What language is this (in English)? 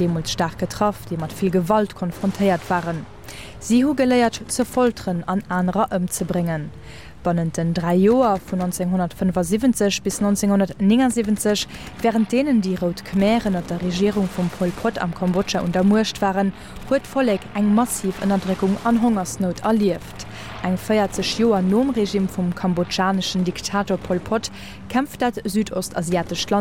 Luxembourgish